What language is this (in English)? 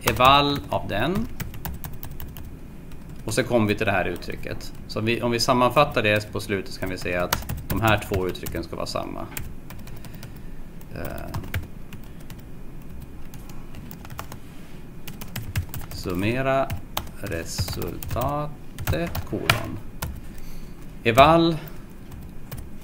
Swedish